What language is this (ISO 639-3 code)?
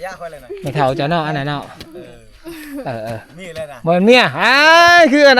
lao